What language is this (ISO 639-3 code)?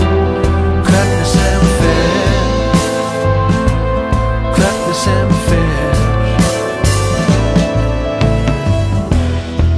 isl